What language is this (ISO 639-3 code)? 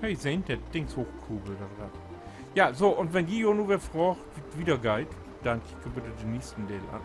nds